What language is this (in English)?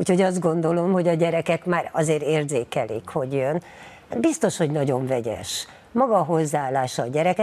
Hungarian